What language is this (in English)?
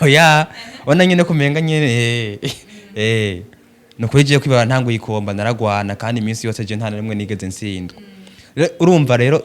Rundi